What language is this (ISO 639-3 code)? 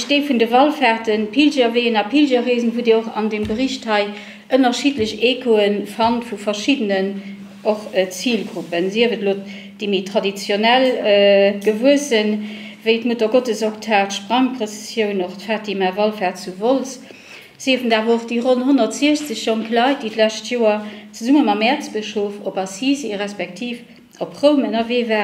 ltz